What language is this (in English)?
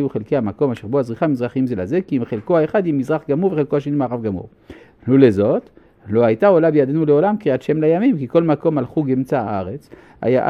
Hebrew